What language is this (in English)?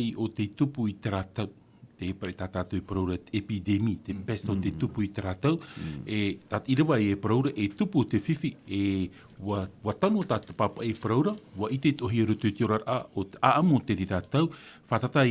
Tahitian